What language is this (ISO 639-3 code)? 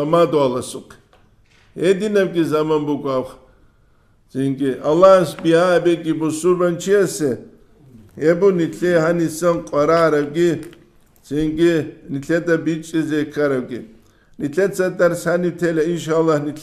ava